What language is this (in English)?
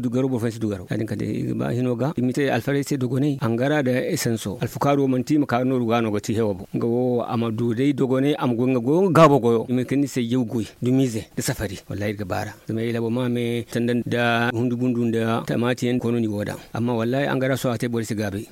Zarma